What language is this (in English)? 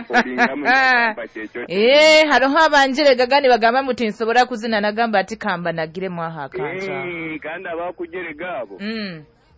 Nyoro